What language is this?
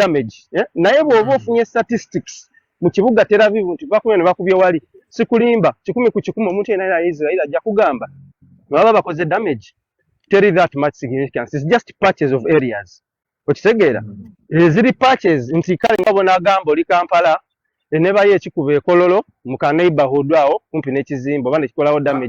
Ganda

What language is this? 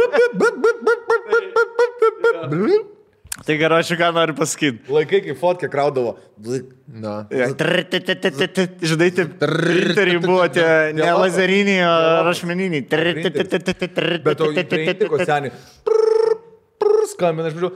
Lithuanian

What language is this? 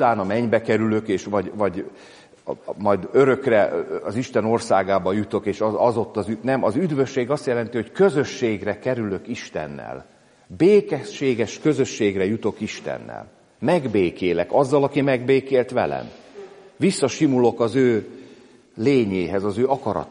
Hungarian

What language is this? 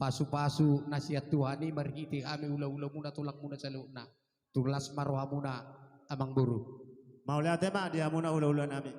Batak Toba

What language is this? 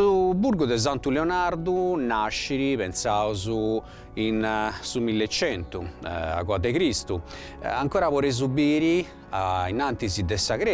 Sardinian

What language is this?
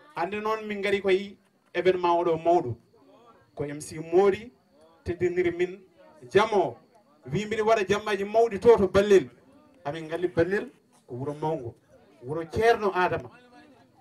Fula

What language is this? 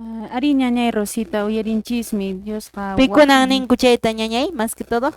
Quechua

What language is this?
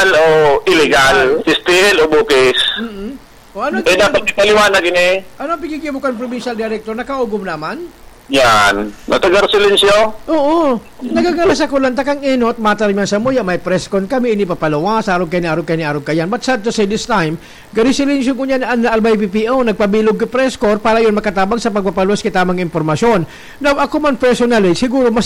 Bikol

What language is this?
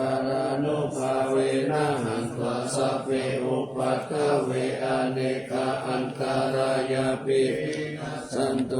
Pali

